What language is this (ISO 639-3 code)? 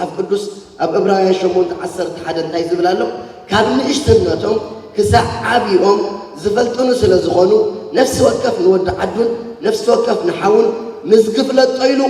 tir